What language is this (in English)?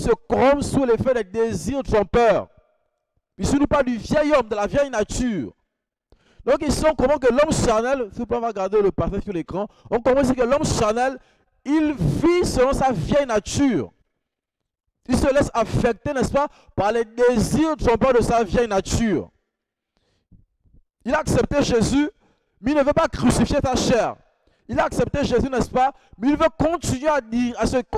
French